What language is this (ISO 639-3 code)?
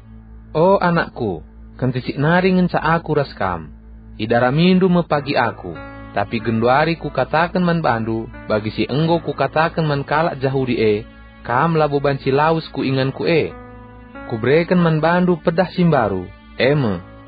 btx